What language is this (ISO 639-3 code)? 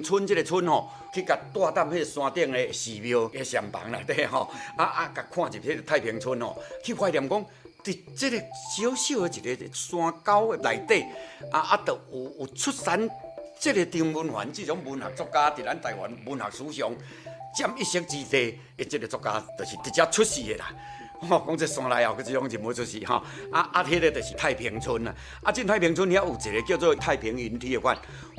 nan